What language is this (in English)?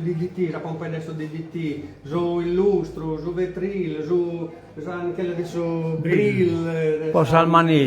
Sardinian